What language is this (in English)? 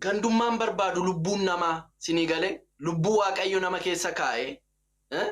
Oromo